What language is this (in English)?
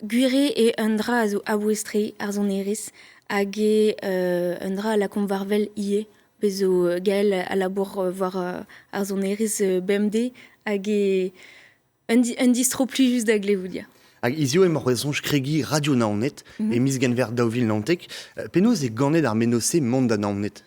Breton